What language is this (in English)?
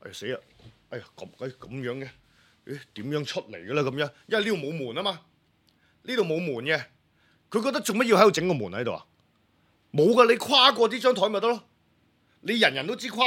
Cantonese